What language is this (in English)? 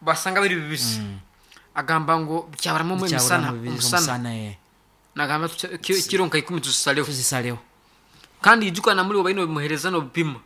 Nyankole